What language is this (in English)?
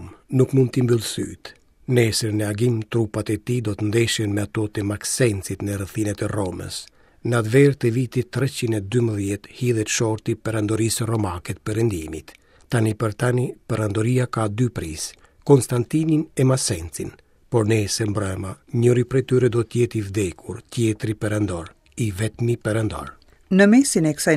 Albanian